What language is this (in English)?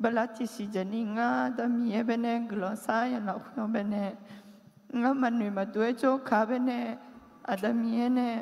Akha